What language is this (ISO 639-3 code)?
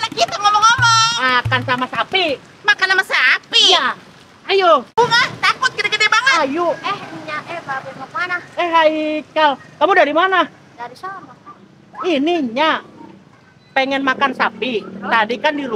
bew